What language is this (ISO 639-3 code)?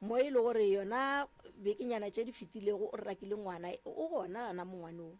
nso